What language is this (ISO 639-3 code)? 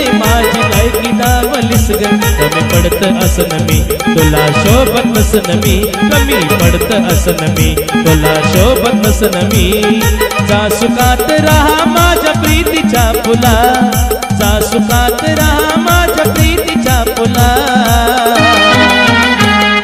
mar